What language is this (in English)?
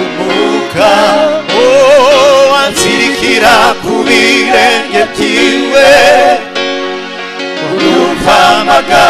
Kinyarwanda